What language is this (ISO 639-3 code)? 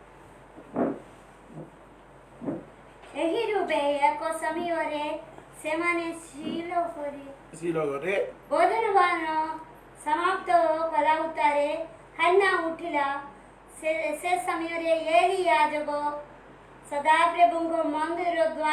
ori